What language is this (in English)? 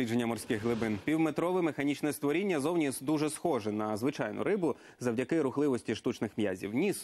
Ukrainian